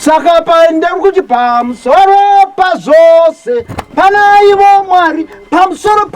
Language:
Shona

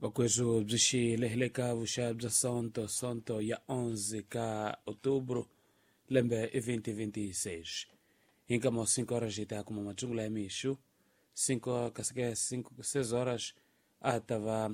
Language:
Tsonga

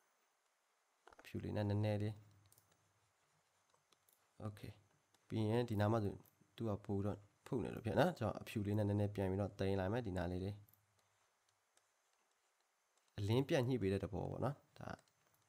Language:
Burmese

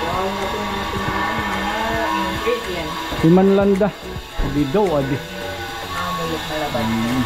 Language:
Waray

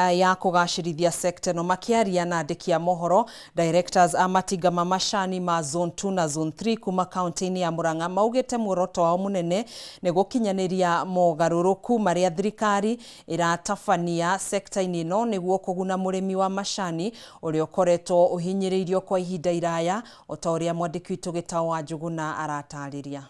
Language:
Kikuyu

